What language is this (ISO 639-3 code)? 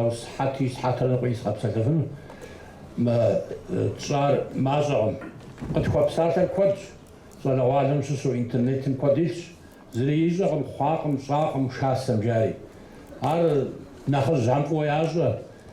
kbd